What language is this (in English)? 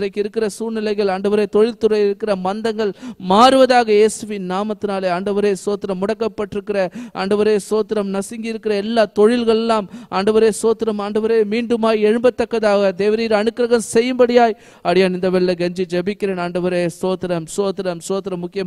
Tamil